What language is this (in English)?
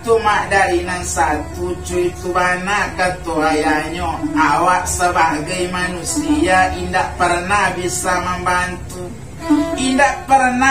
Minangkabau